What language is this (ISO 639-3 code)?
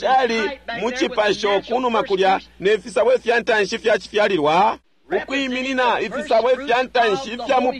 bem